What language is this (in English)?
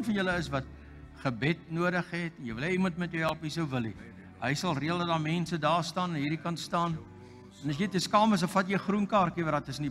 Afrikaans